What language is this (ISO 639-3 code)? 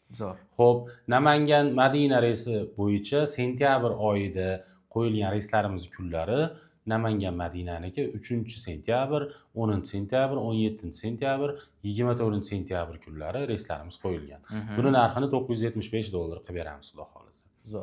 uzb